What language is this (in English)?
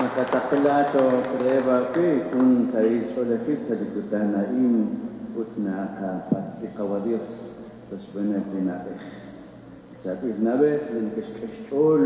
Kekchí